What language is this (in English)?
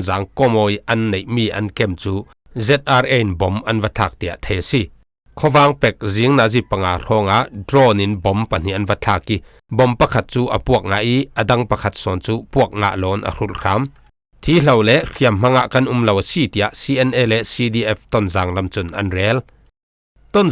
Falam Chin